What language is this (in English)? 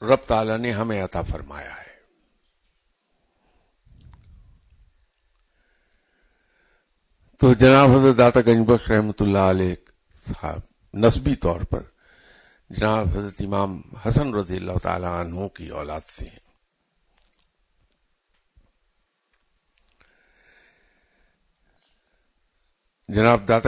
Urdu